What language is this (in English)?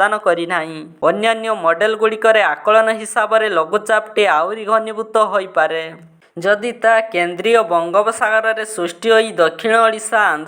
Odia